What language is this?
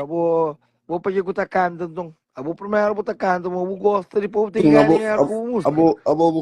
Kabuverdianu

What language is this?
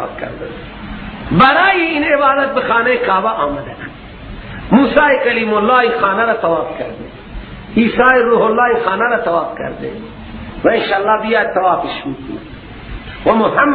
Persian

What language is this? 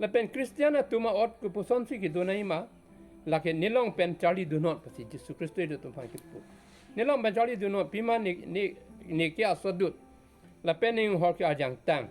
Karbi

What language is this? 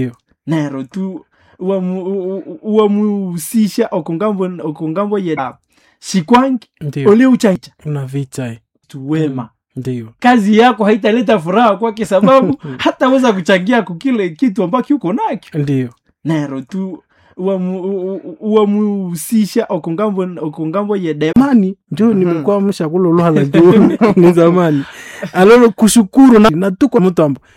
Swahili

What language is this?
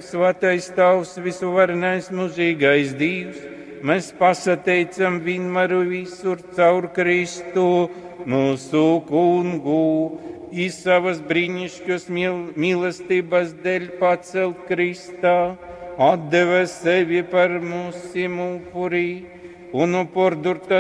Latgalian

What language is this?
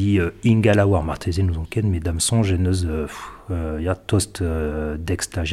Breton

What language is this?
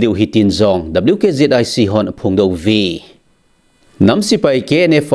Thado Chin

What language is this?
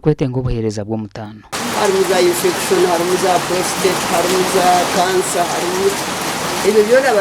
Nyankole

